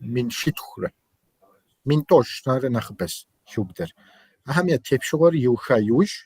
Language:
Kabardian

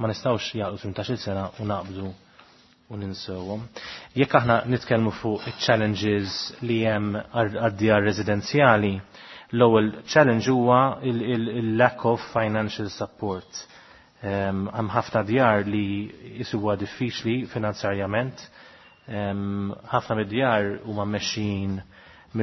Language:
Maltese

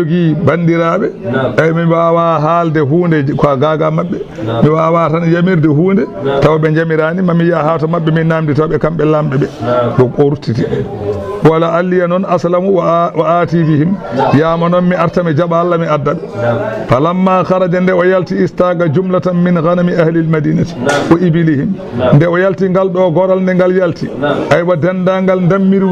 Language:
Fula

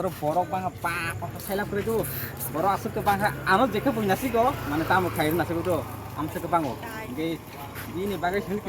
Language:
Kok Borok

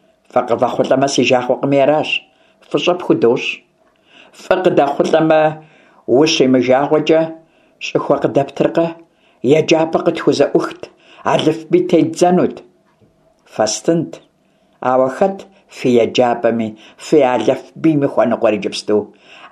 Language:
Kabardian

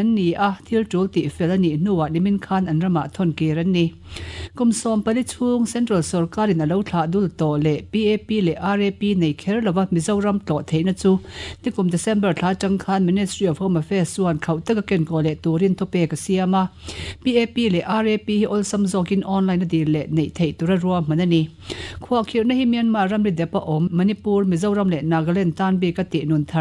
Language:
Mizo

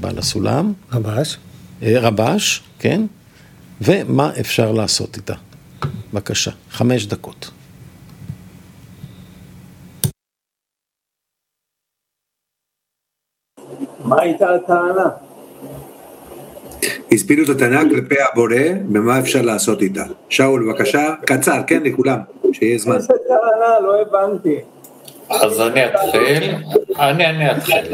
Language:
Hebrew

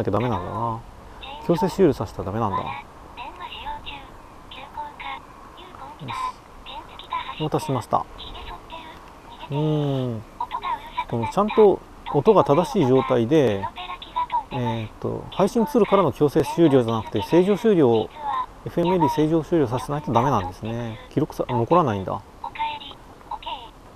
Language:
Japanese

